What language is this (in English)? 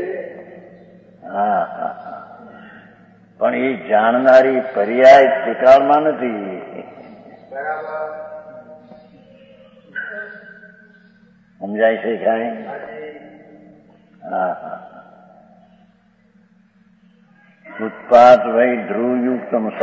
Gujarati